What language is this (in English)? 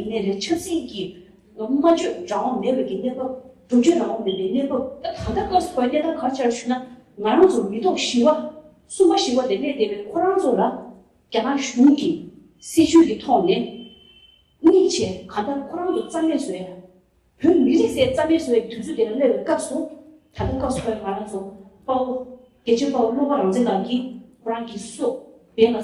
Tibetan